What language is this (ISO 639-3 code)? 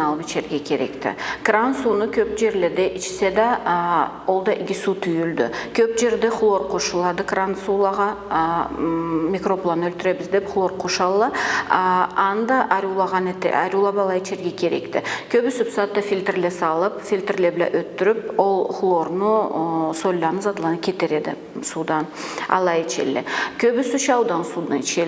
krc